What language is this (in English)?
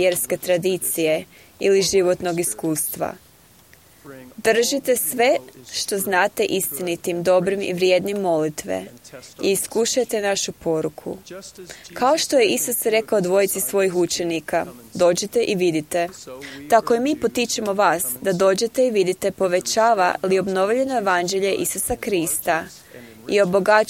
Croatian